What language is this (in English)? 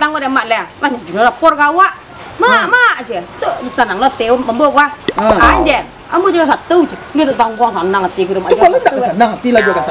Minangkabau